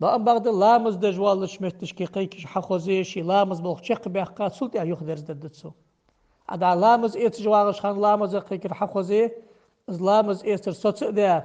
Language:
Ingush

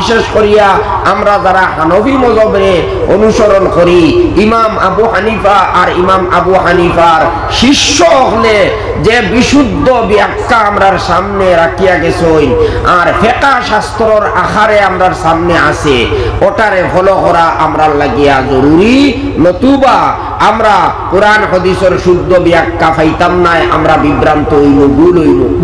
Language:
Sylheti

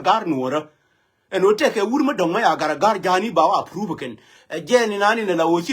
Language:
Nuer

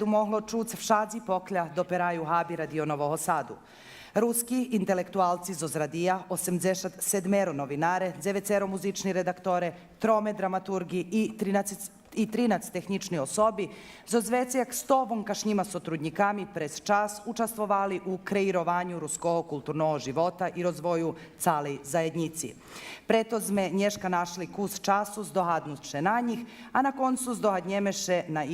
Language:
Rusyn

